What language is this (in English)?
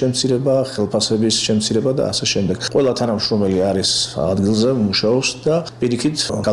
Georgian